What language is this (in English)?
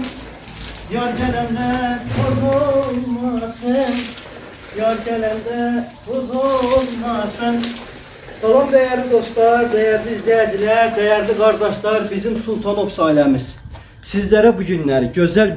Azerbaijani